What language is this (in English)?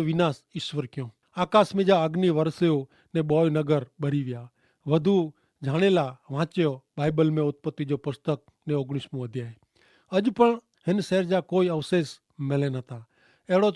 Kachhi